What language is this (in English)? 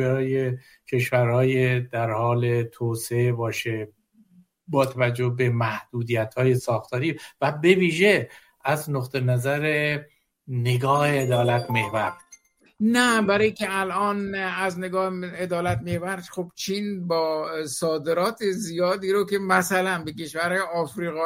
Persian